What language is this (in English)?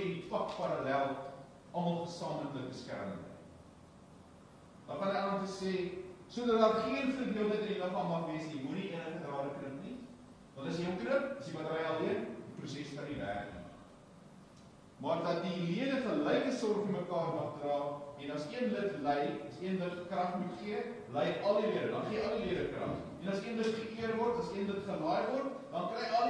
Afrikaans